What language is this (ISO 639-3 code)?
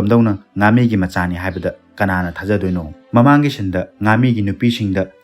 mni